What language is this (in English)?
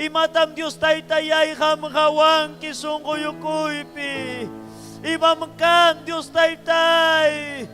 Ayacucho Quechua